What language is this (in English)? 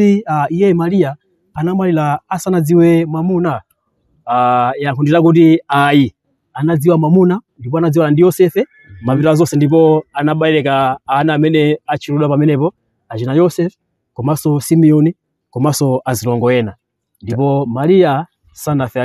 Nyanja